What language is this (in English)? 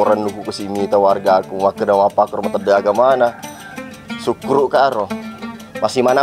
Buginese